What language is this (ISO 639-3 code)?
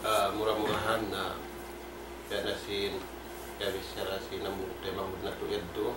tsg